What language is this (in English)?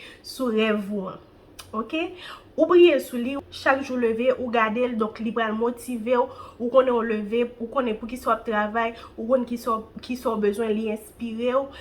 Haitian Creole